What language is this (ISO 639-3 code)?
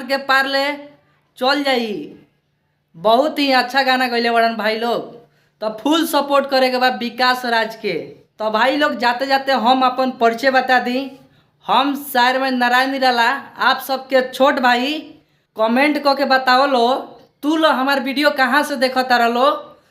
bho